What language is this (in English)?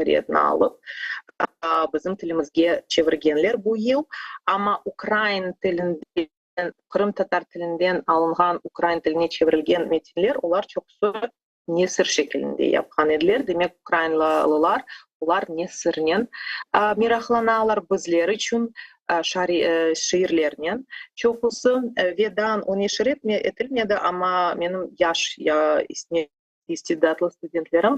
Crimean Tatar